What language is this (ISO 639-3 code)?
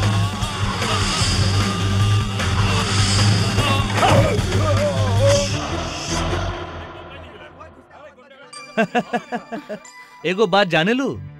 bho